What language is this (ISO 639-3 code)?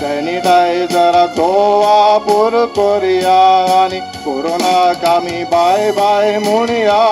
kok